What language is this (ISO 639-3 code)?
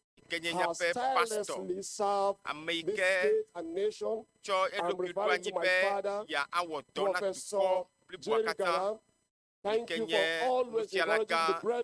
ewe